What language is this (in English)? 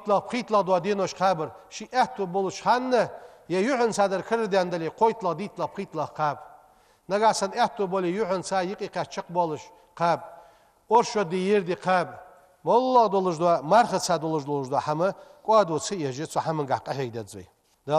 Ingush